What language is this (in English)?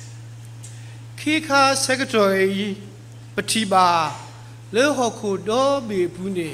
S'gaw Karen